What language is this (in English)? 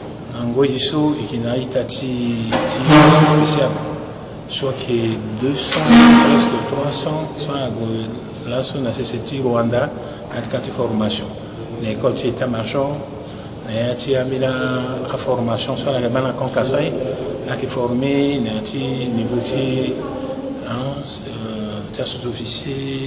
Sango